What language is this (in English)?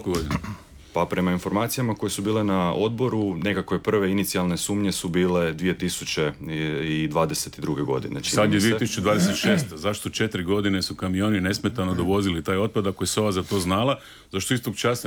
Croatian